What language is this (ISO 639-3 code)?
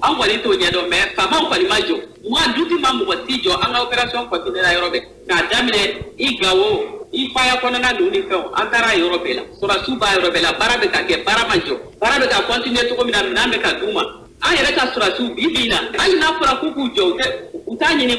bam